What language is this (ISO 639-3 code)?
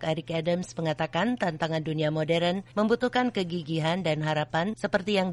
ind